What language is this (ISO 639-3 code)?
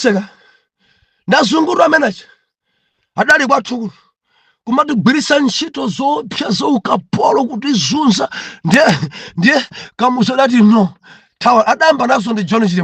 nya